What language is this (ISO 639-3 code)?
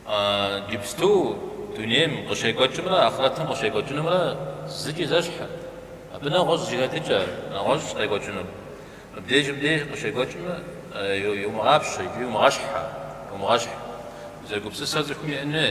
kbd